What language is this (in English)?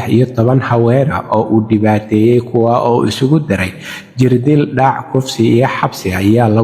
Somali